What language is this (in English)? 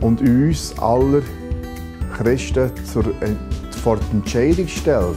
Swiss German